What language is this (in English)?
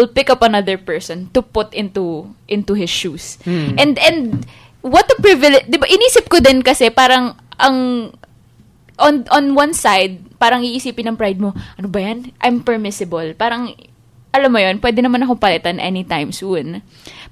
Filipino